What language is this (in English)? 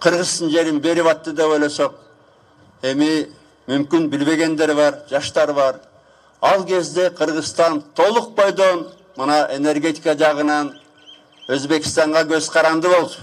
Kyrgyz